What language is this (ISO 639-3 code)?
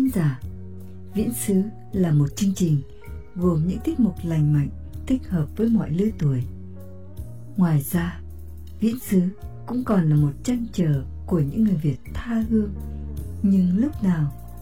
vie